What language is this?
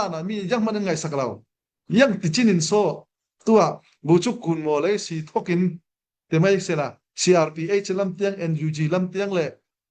Falam Chin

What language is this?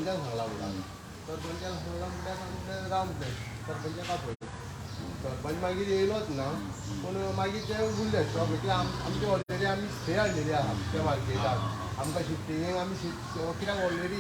Konkani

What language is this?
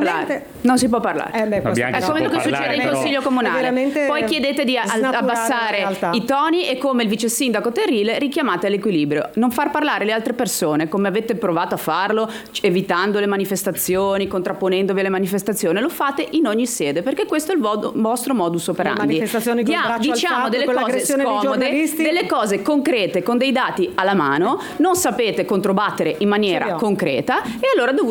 Italian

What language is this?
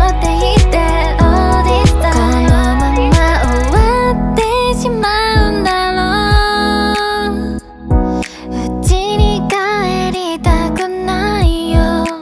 Japanese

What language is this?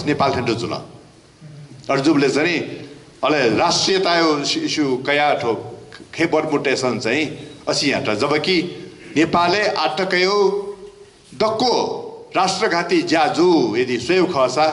Newari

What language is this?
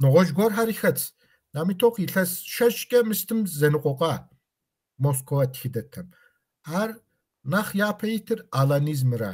Kabardian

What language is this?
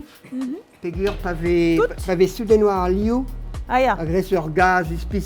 Breton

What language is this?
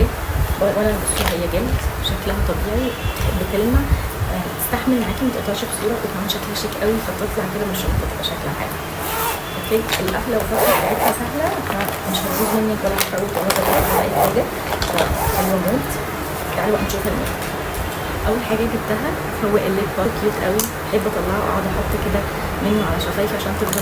Egyptian Arabic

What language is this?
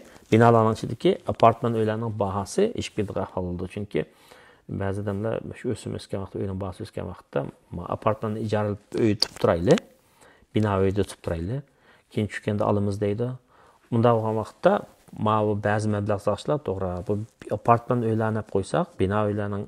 Uyghur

